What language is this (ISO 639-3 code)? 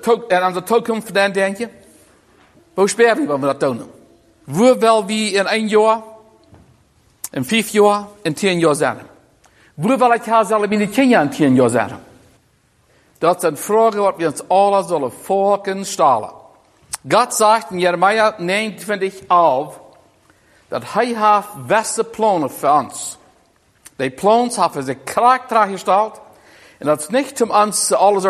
pdt